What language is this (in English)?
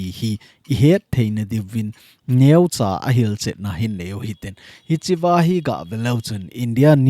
Thado Chin